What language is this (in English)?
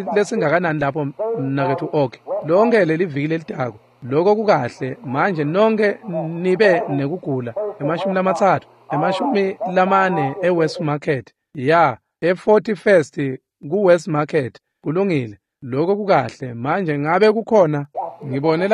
Swati